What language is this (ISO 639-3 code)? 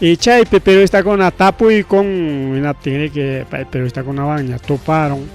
quy